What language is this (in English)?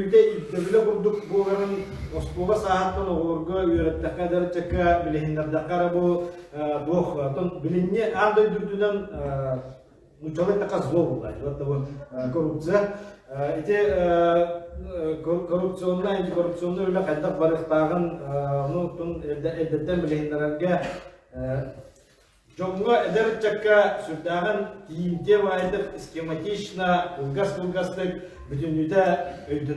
Yakut